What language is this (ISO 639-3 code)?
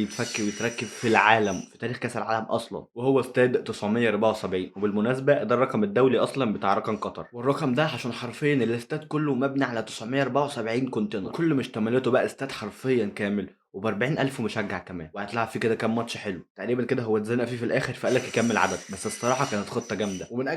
arz